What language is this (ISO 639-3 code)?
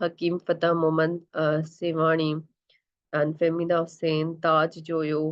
snd